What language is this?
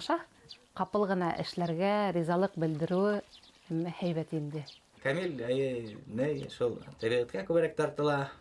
Bashkir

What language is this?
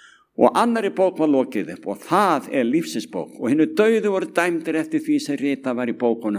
Icelandic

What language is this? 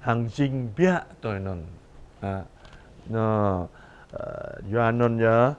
Jarai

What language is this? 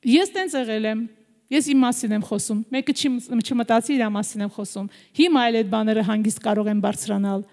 Armenian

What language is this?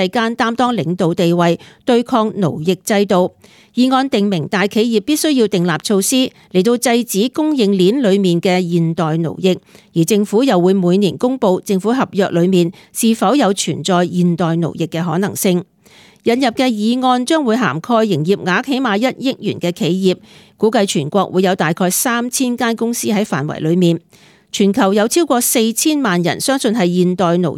Cantonese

